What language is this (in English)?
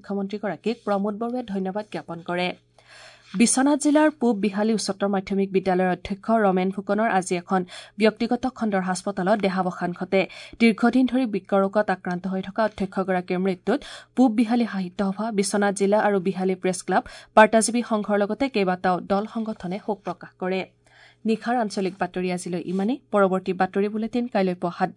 Assamese